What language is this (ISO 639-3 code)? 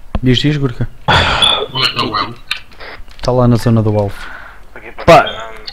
por